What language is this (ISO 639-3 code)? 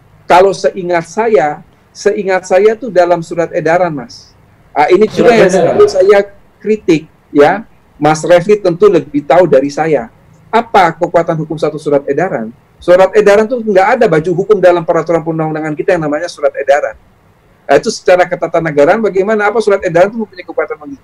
ind